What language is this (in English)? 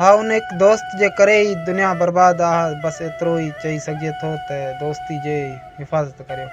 Sindhi